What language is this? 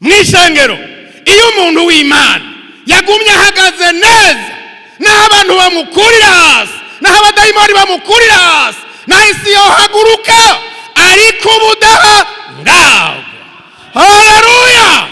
Rundi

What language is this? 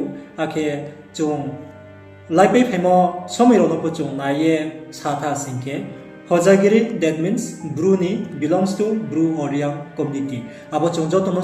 Riang (India)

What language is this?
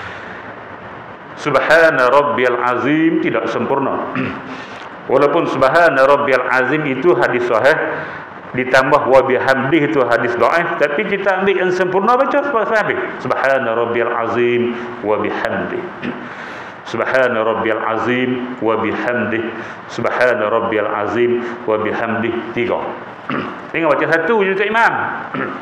Malay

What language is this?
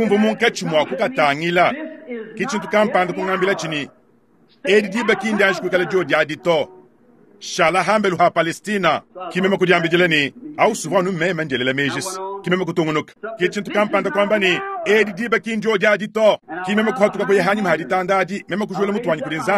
Luba-Lulua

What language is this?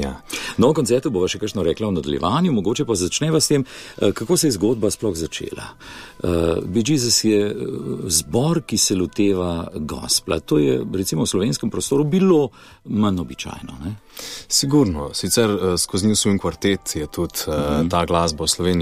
Slovenian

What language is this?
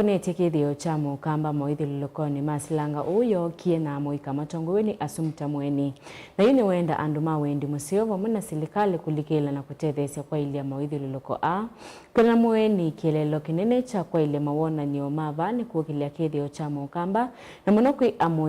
Kamba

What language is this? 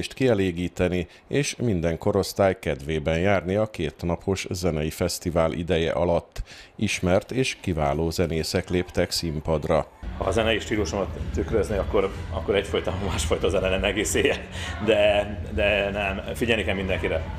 Hungarian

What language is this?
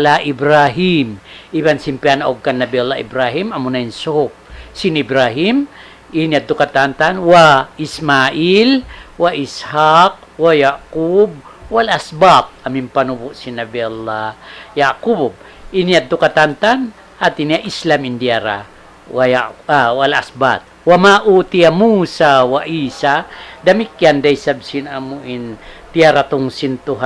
Tausug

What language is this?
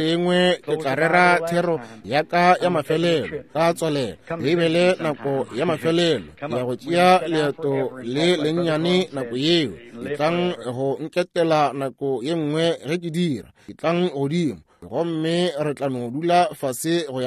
Northern Sotho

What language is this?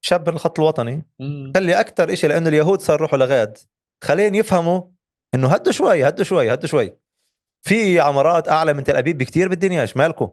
North Levantine Arabic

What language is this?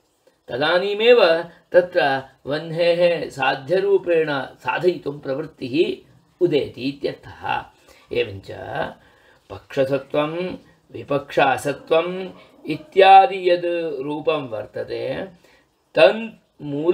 Sanskrit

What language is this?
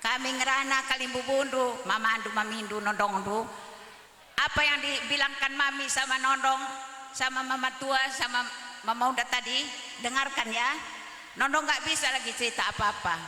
Batak Karo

